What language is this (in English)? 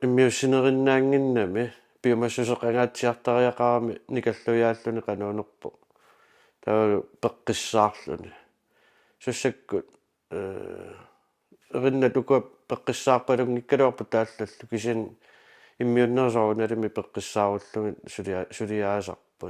Kalaallisut